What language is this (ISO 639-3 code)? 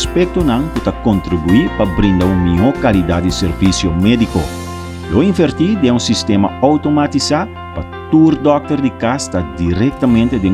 pap